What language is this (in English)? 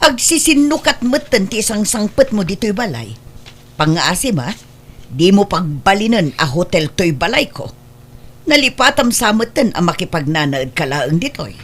Iloko